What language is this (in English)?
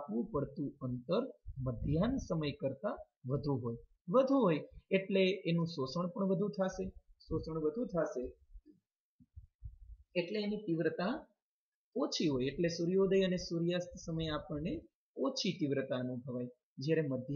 Gujarati